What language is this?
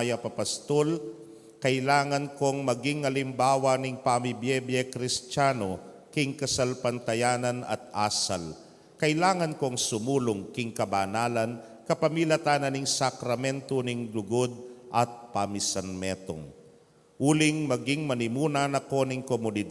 Pampanga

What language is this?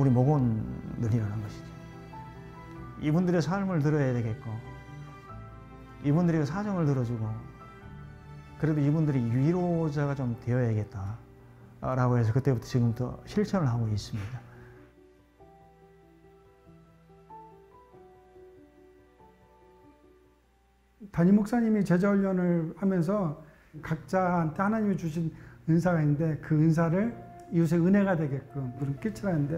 Korean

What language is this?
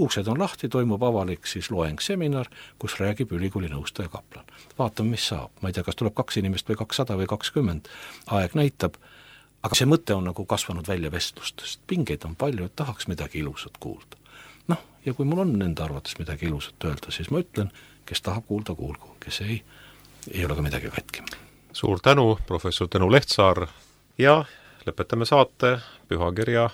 Estonian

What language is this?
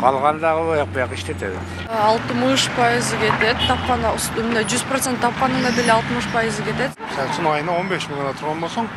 Kyrgyz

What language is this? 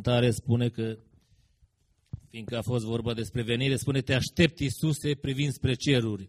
Romanian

